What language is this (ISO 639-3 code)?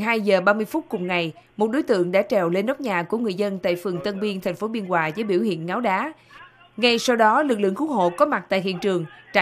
vie